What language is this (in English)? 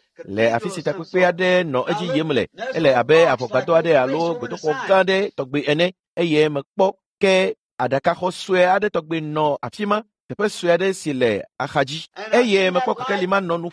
Ewe